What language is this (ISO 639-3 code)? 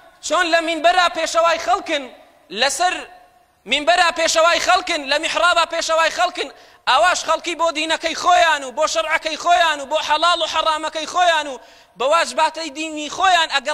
ckb